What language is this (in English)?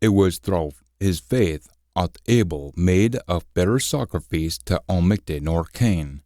Scots